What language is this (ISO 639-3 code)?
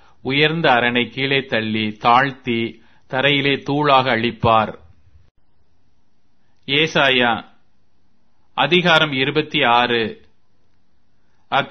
tam